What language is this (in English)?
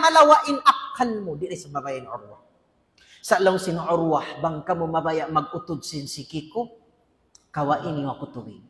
Tausug